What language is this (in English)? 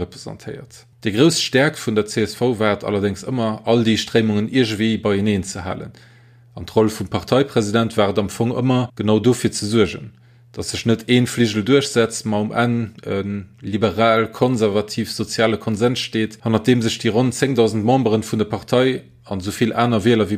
Luxembourgish